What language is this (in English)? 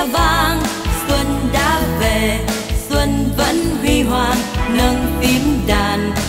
Vietnamese